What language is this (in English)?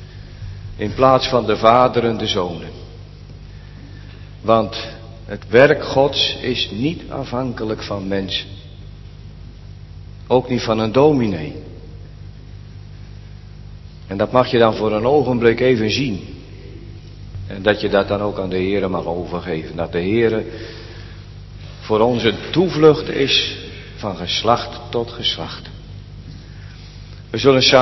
Dutch